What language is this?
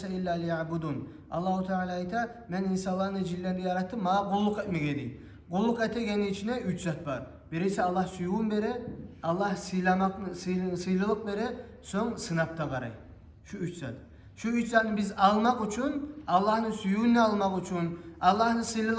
Kumyk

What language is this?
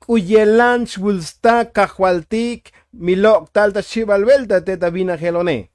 Tzotzil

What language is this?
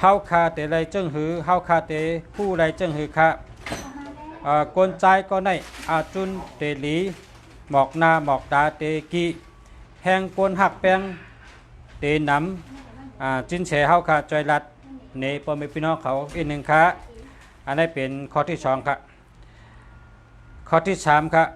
Shan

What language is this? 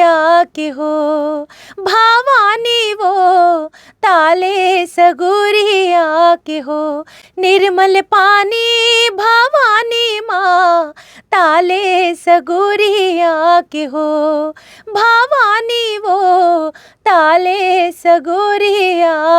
Chhattisgarhi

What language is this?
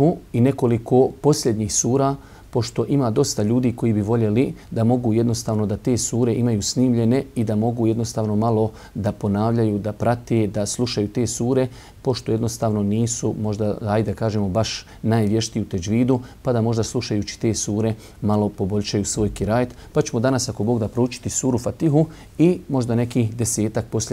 Bosnian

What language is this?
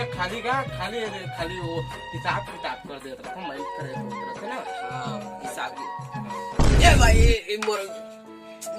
Chhattisgarhi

